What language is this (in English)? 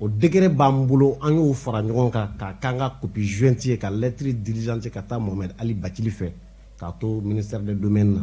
Bambara